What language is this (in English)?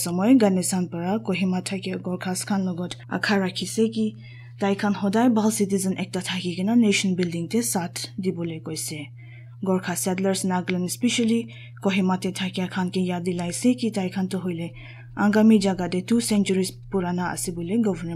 Naga Pidgin